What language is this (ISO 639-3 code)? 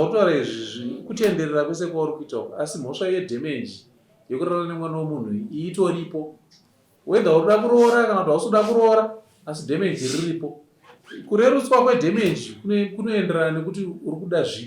sna